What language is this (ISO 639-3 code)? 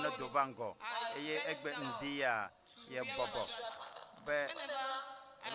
ewe